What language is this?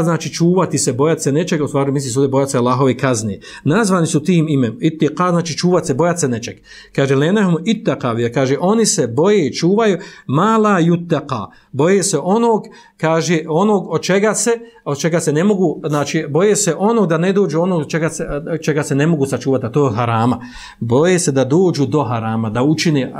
Bosnian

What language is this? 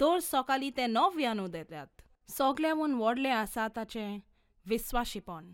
Konkani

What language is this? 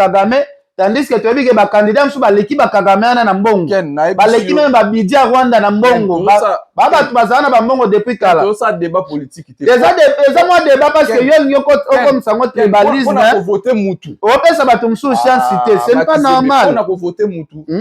Lingala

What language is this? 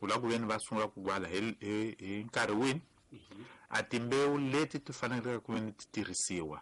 Tsonga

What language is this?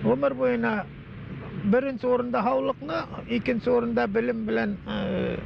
Bashkir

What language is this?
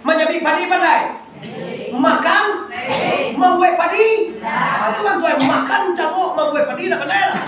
Minangkabau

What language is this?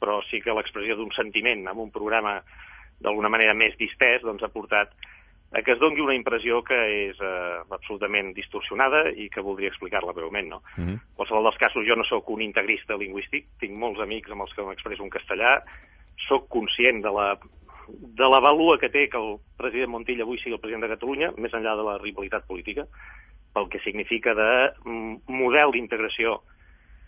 Catalan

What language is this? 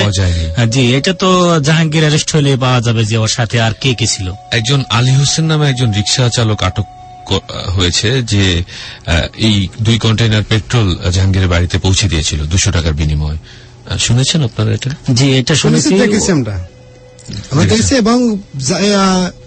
Bangla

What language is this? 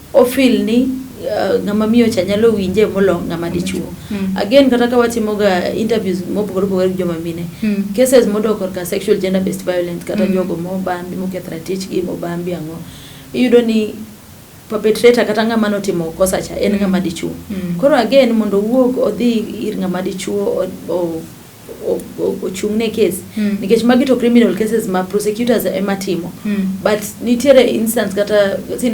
Luo (Kenya and Tanzania)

